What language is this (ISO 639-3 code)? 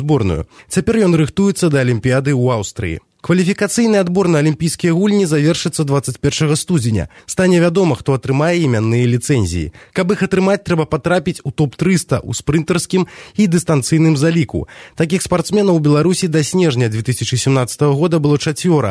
bel